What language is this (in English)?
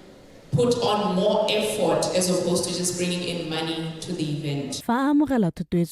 Tswana